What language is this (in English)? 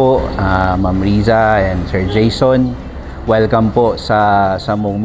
Bikol